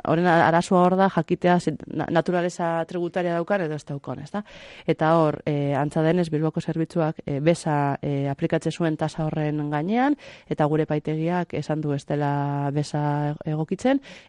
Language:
Basque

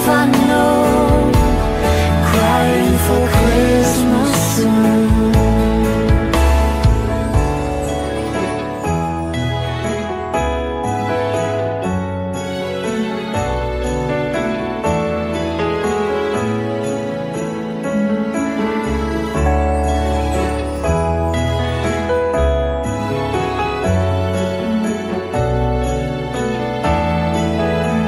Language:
Chinese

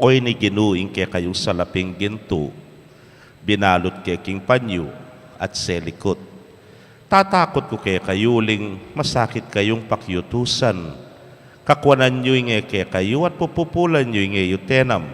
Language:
Pampanga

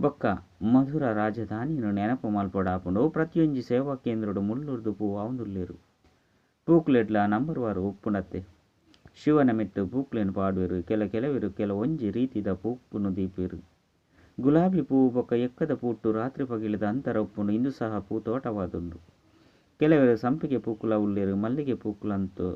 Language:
Tulu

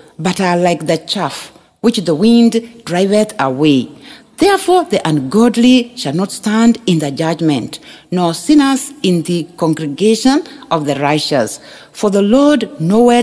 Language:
Swahili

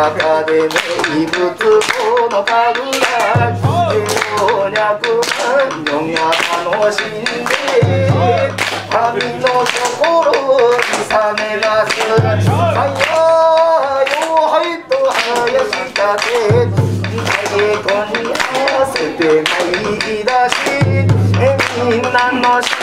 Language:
Japanese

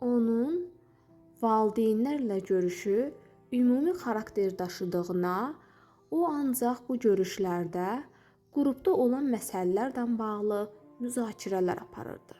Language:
Azerbaijani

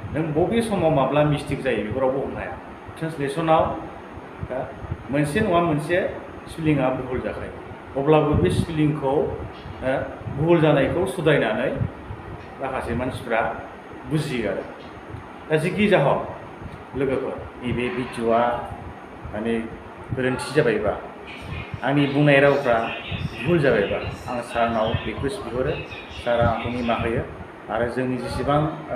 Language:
Bodo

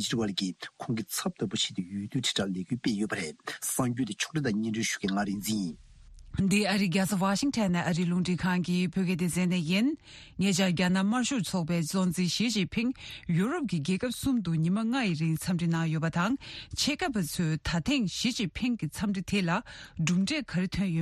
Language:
Tibetan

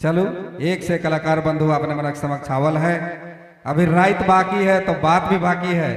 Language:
Sadri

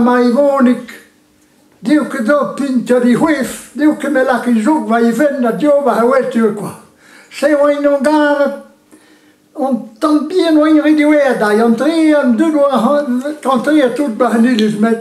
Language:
Breton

